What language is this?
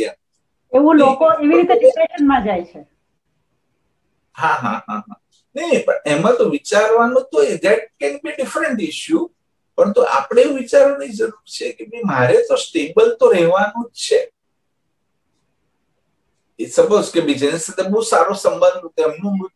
Gujarati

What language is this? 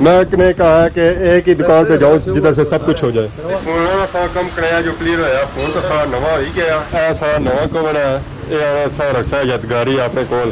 Pahari-Potwari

